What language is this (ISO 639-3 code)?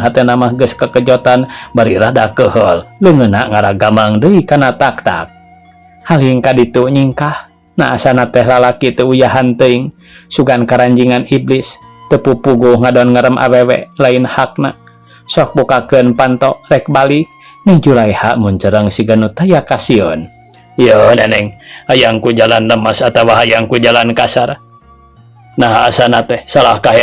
sun